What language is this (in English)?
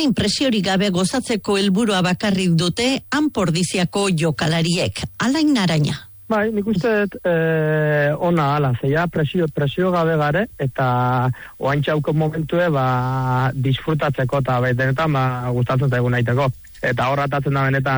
Basque